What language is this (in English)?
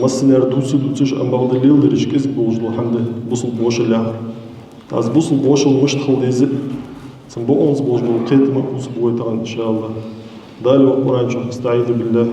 Ingush